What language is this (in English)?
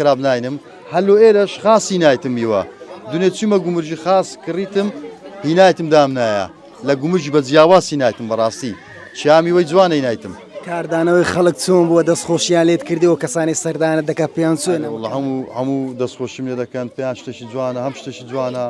Central Kurdish